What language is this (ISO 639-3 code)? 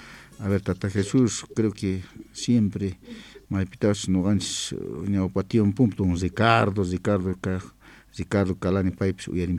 que